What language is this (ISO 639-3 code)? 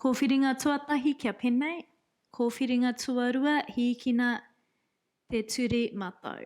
mri